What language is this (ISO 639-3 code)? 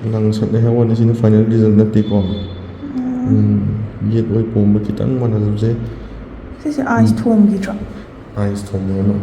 mni